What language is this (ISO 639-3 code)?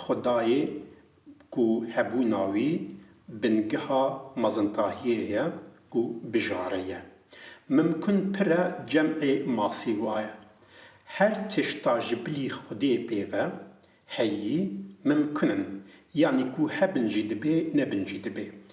kur